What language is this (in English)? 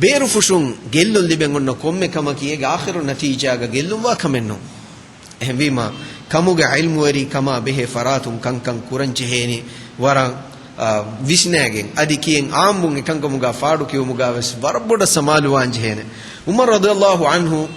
Divehi